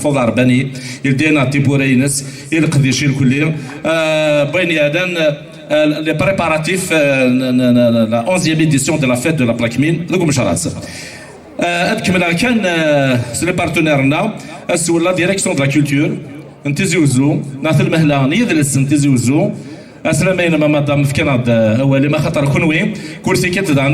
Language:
Kabyle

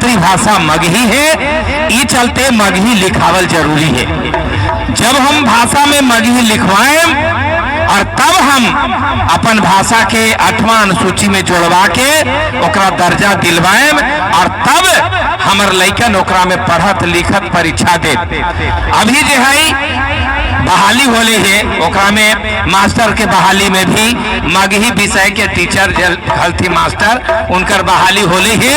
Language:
Magahi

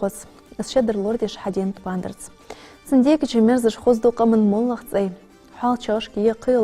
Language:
Ingush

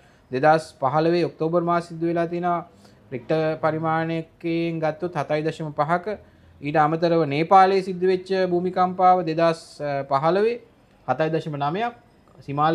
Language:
Sinhala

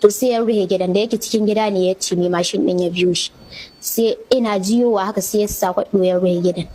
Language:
Hausa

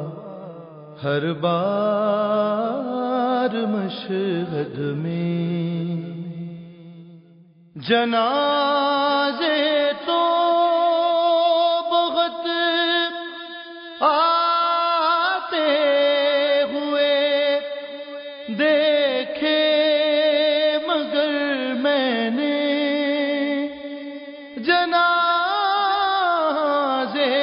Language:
Urdu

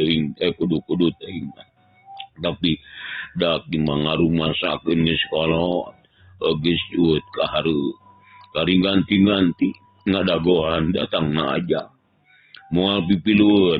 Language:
Sundanese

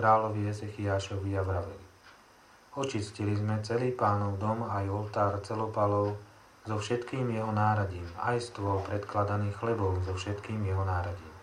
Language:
Slovak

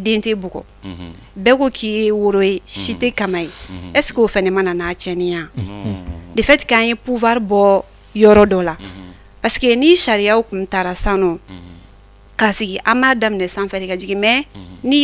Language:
Bambara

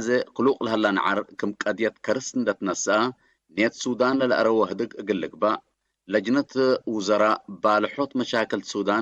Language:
Tigre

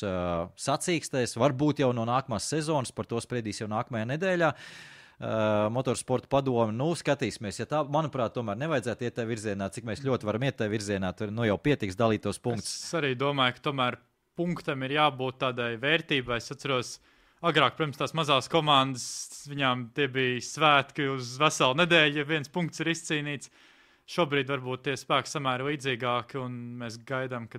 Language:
Latvian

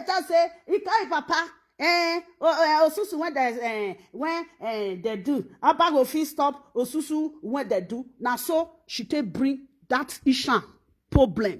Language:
Nigerian Pidgin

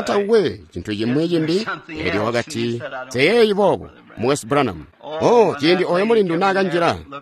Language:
Tonga (Zambia)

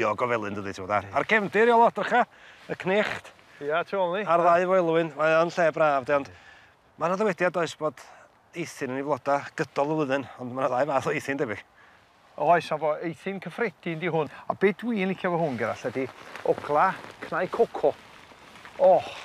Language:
Welsh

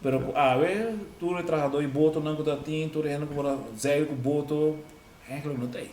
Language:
Papiamento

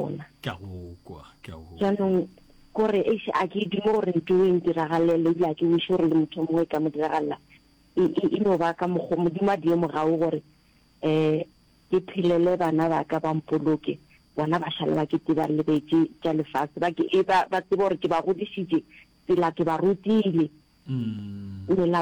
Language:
Northern Sotho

